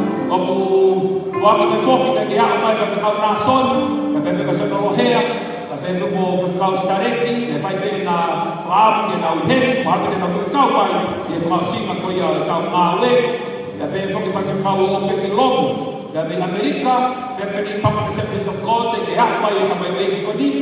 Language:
Tongan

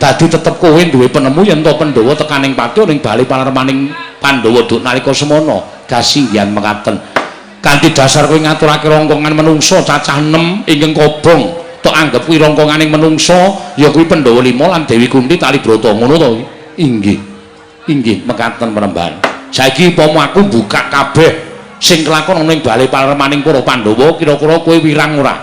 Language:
Javanese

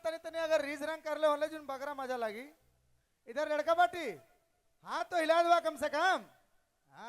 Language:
Sadri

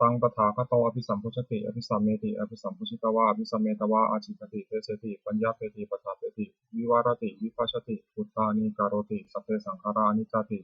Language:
Pali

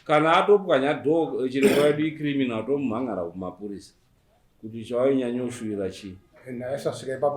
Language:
Shona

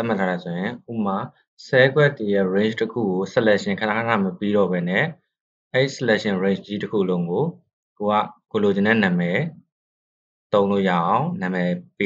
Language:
Burmese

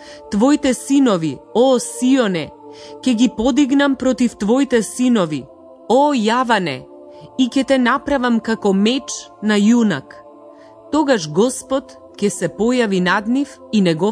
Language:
Macedonian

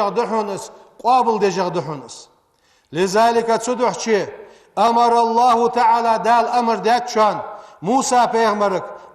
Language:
Ingush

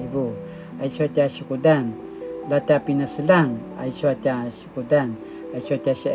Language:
Paiwan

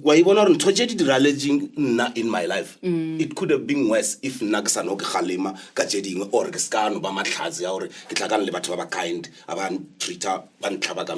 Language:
Northern Sotho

